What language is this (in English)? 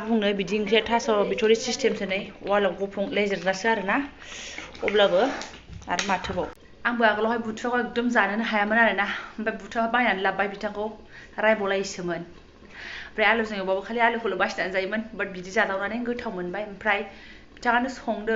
Bodo